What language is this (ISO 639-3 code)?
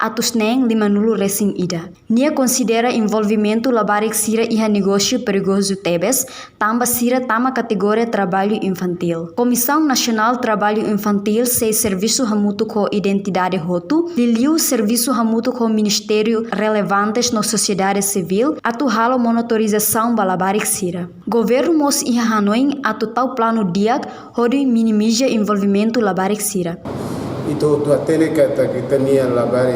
tet